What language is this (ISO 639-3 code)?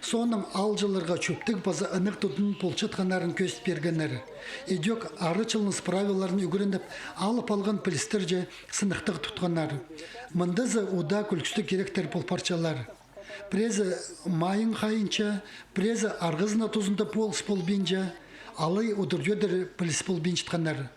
kjh